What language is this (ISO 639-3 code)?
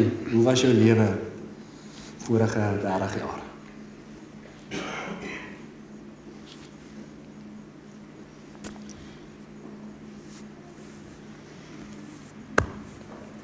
afr